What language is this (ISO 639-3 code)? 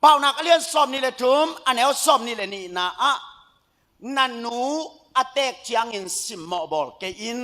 ctd